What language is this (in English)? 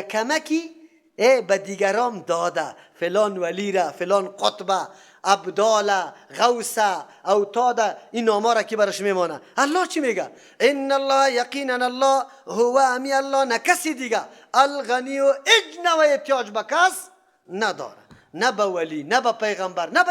Persian